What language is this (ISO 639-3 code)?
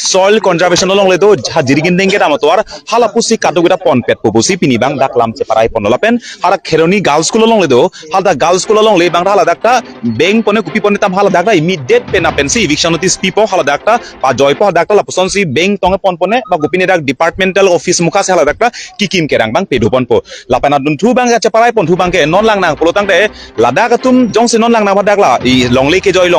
mjw